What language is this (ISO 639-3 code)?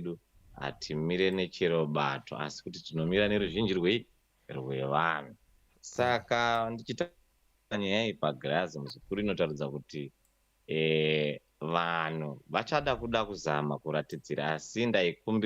sna